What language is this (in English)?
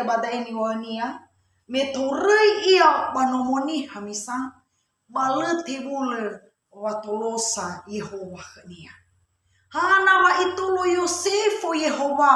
Nias